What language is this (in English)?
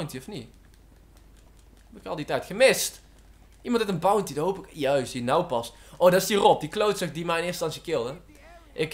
Dutch